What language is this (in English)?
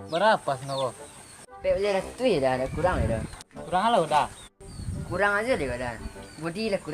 Minangkabau